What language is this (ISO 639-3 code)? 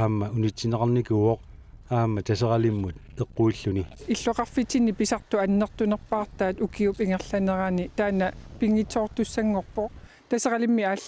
kal